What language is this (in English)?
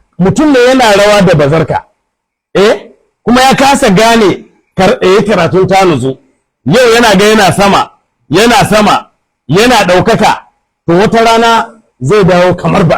Hausa